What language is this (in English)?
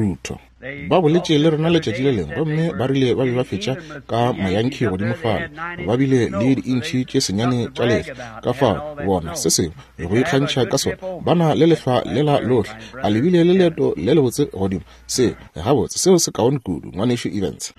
Northern Sotho